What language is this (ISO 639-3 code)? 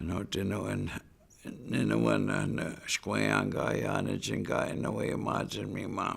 ciw